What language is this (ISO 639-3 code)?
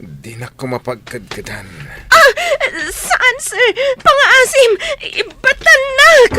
ilo